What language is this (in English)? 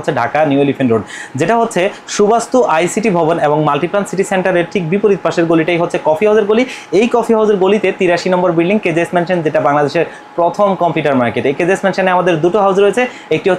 Bangla